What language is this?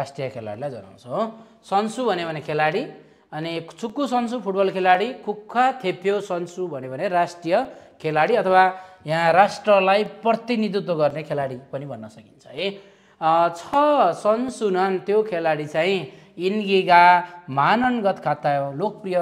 Nepali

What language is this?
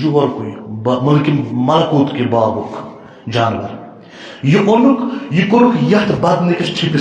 Kashmiri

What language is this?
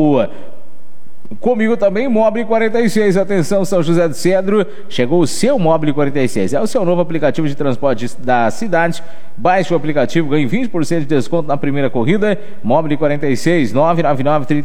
Portuguese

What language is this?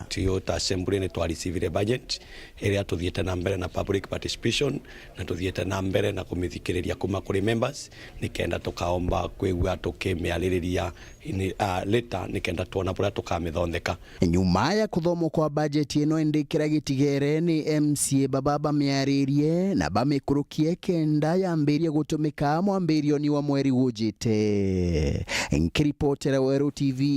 Meru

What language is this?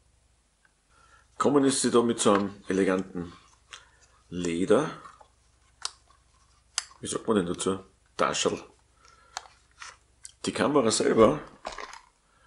German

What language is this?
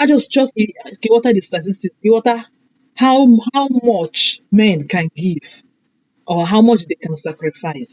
Igbo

